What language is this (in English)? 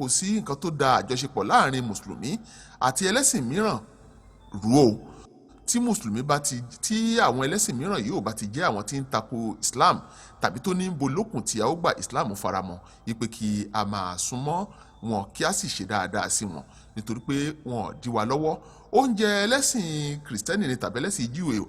Yoruba